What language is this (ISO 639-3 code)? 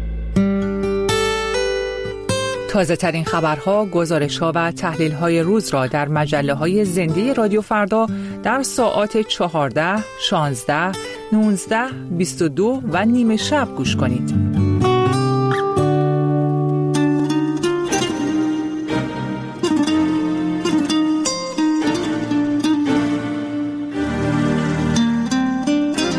fas